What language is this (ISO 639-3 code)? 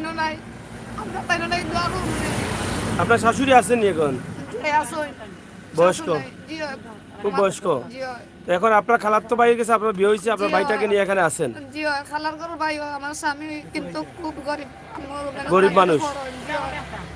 syl